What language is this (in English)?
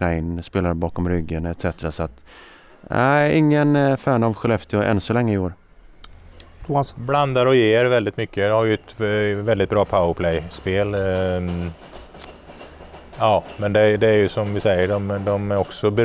Swedish